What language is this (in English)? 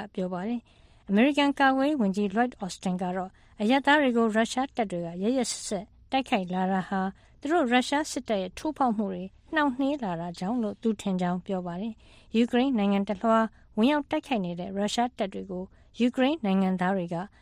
Burmese